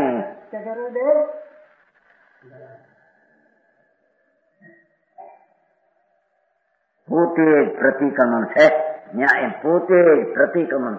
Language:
Gujarati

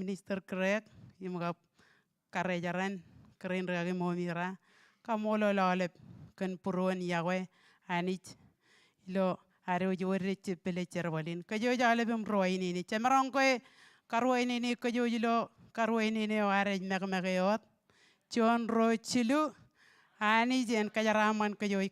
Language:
Marshallese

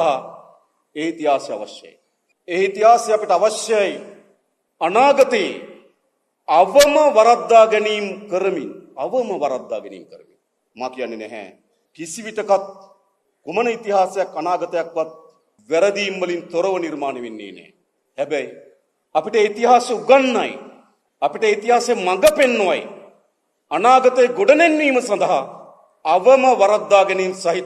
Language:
Sinhala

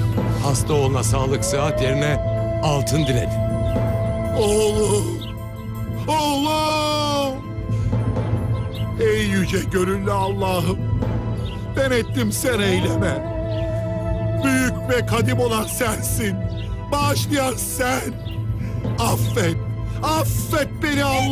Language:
Turkish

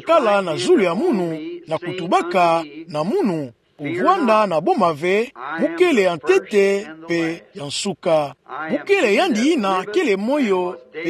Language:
Kituba (Democratic Republic of Congo)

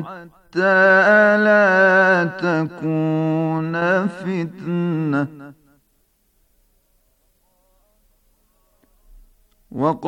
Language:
Bosnian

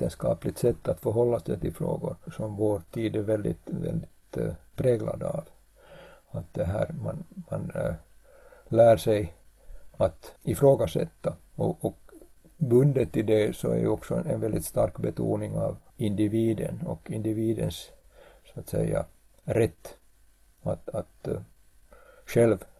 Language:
Swedish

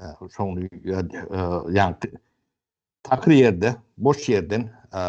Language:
Turkmen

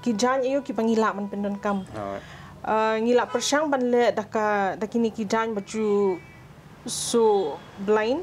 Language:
Khasi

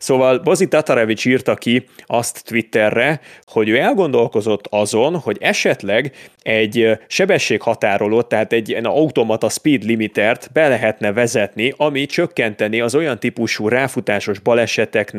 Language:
Hungarian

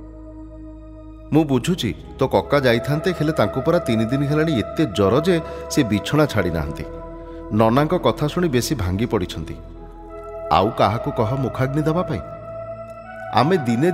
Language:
Odia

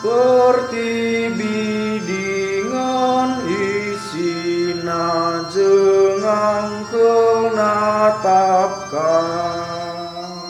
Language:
Batak Karo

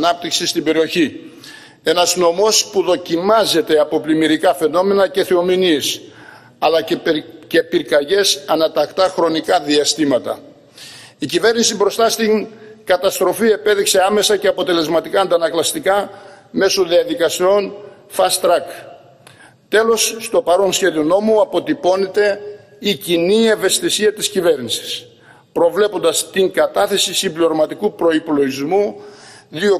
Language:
Greek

